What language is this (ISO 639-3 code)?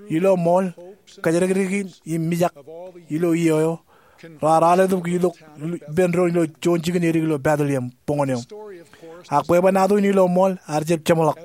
mah